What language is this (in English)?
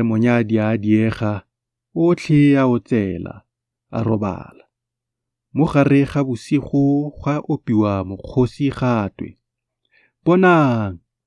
Tswana